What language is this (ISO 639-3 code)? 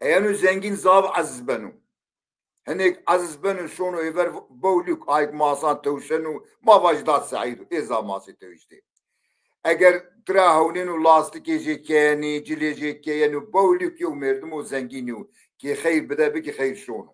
zza